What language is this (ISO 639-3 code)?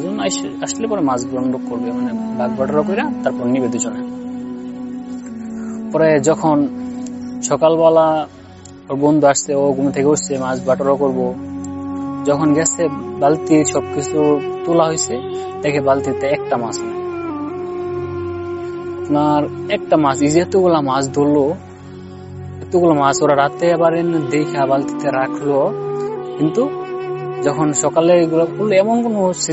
ben